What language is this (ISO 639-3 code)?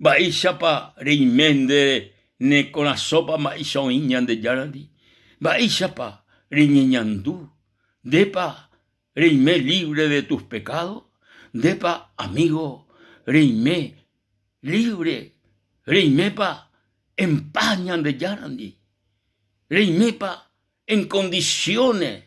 grn